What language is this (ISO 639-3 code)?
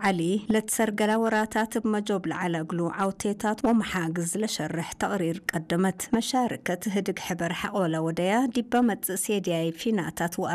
tig